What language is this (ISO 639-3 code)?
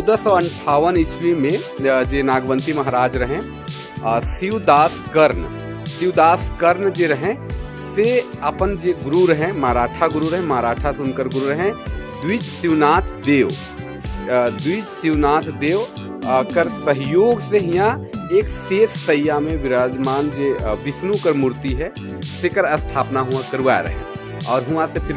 sck